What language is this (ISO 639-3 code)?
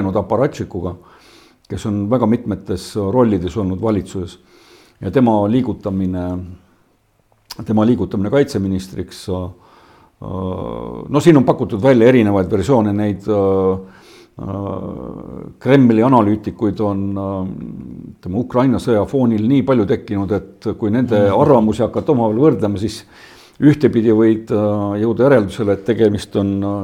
est